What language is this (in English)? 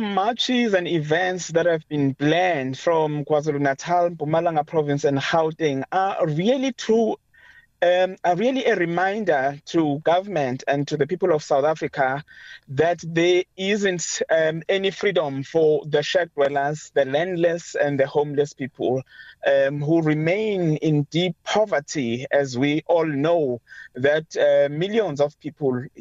English